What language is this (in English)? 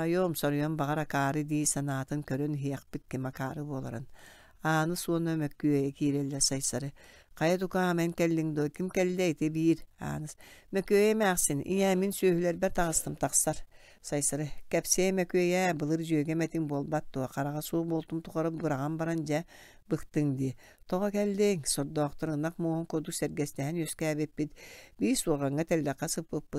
Yakut